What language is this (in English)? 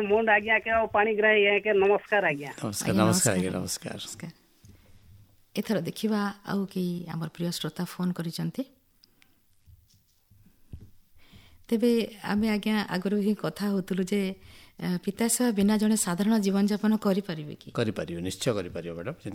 Odia